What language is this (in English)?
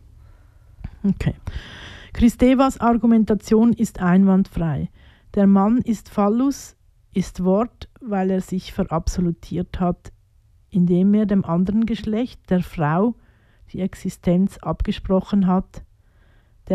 German